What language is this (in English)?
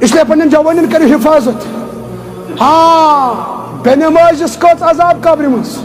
Kashmiri